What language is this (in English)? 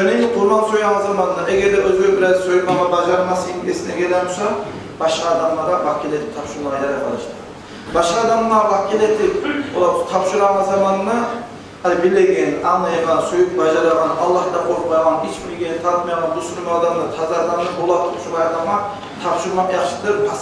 Kumyk